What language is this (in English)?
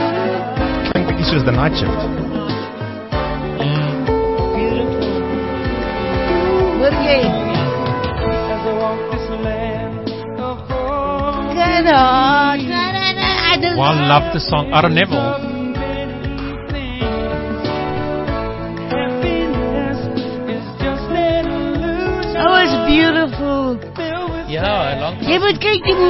Afrikaans